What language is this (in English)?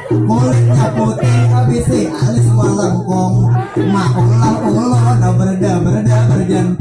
Banjar